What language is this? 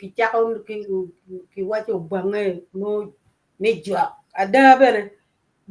Acoli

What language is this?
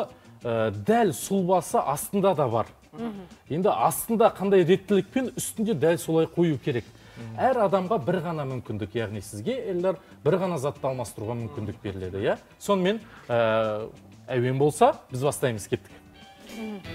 Kazakh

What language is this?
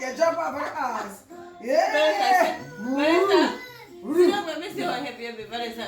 Jamaican Creole English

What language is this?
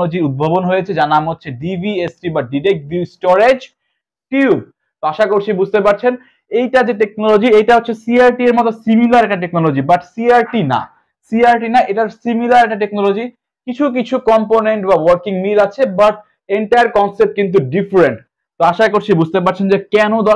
Bangla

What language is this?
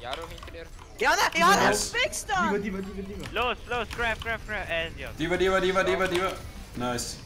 Swiss German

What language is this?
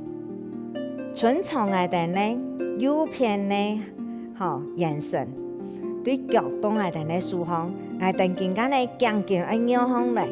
Hakka Chinese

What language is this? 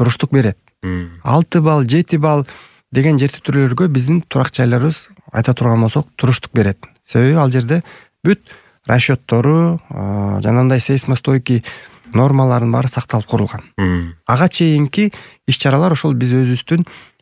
Kyrgyz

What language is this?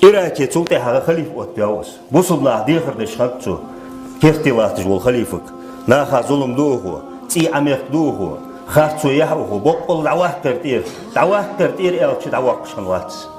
Ingush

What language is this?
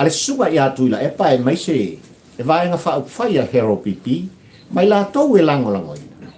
Samoan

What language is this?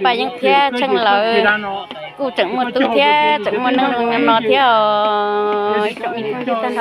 Hmong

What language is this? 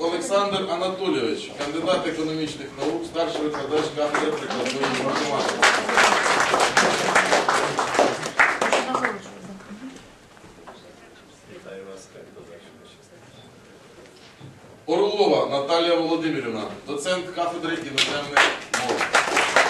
Ukrainian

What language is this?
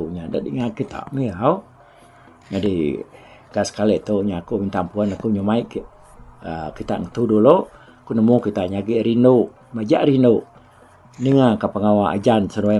Iban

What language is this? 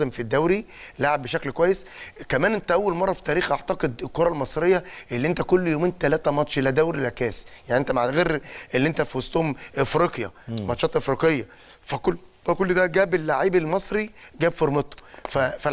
Egyptian Arabic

